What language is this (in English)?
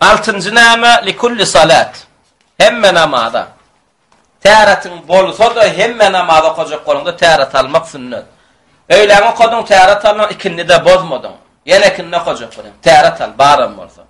Turkmen